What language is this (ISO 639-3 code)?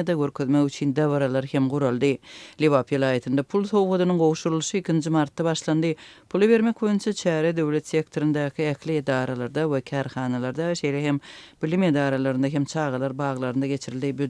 tuk